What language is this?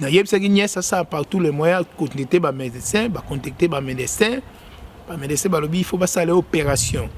Lingala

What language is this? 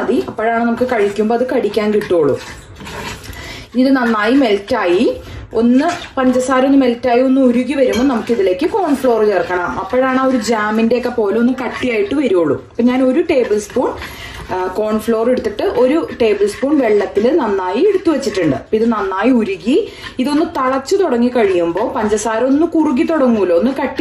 Malayalam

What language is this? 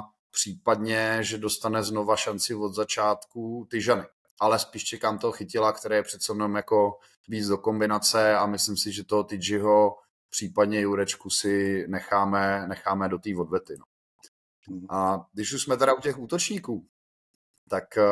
Czech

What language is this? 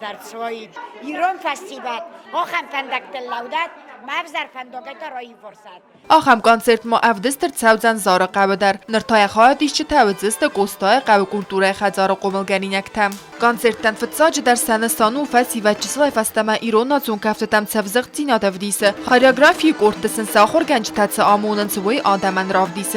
Ossetic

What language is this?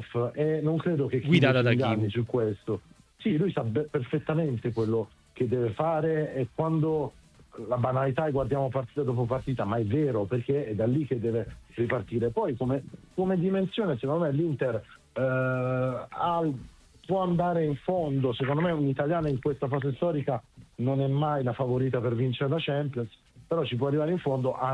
Italian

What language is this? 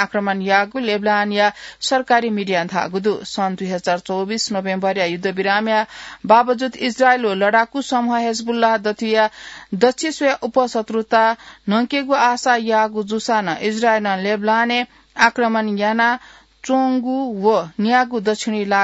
Newari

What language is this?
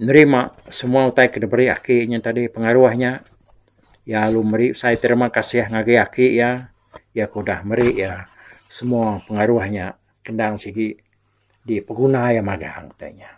Iban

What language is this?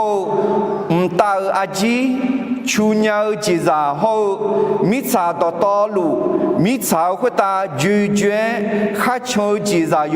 Akha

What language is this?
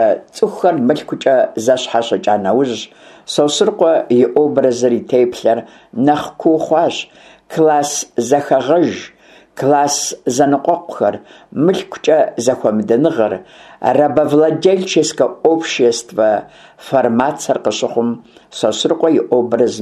Kabardian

